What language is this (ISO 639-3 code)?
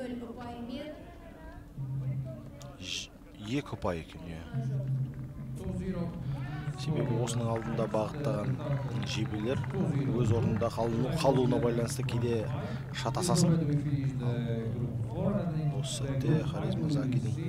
kaz